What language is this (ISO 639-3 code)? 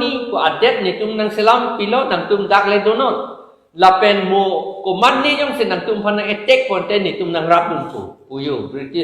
mjw